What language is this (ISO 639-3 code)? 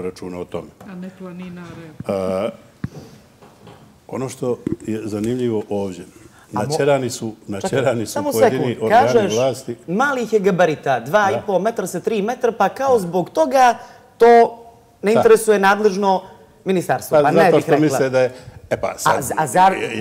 bos